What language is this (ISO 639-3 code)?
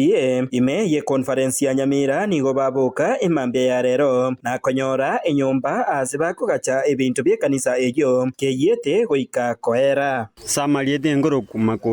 guz